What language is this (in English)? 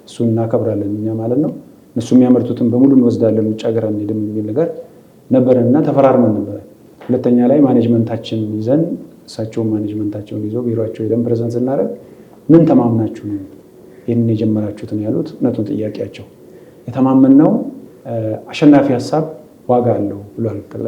Amharic